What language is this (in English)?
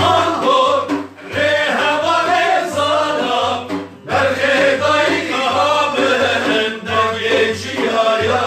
Kurdish